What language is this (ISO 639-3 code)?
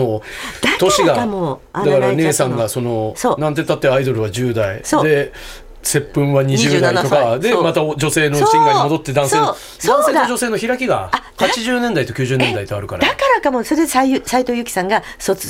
jpn